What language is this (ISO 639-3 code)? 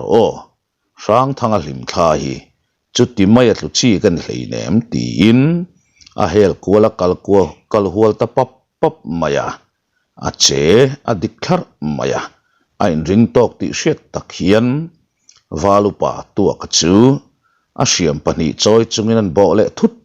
lus